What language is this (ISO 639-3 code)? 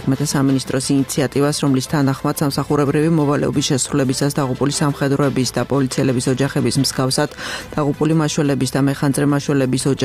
kat